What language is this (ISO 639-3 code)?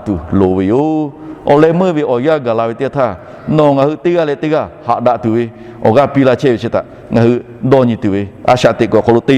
lhu